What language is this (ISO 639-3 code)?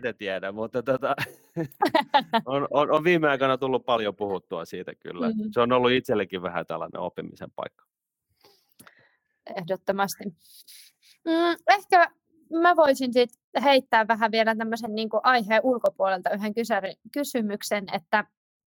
fin